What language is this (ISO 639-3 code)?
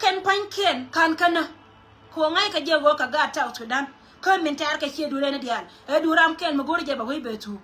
nus